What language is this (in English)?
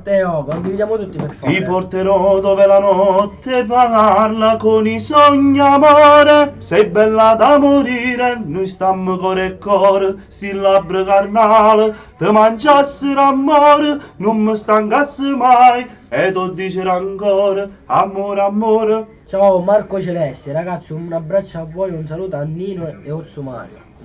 Neapolitan